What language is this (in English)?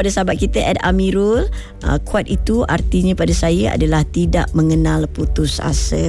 Malay